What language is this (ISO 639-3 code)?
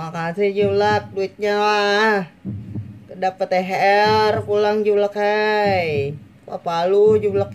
bjn